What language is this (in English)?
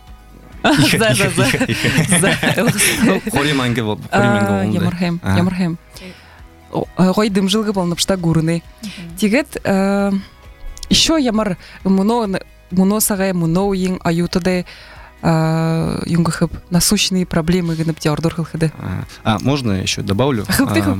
Buriat